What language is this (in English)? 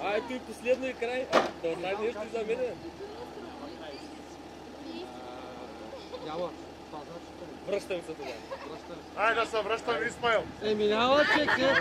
Bulgarian